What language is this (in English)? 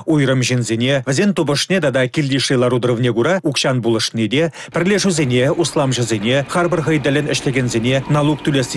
Chuvash